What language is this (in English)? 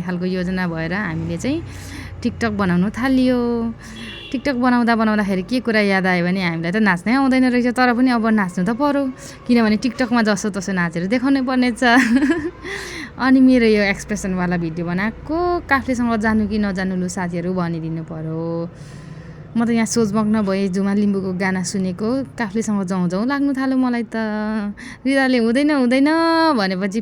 Nepali